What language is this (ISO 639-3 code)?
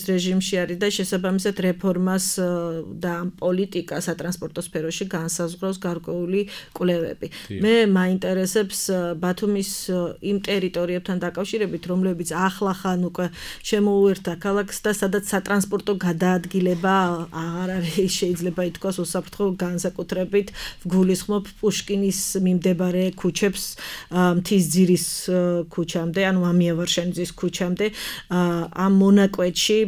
kat